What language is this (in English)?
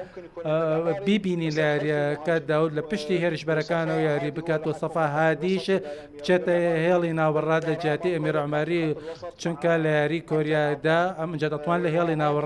Central Kurdish